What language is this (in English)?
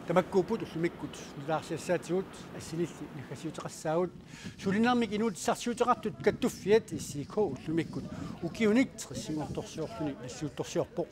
Kalaallisut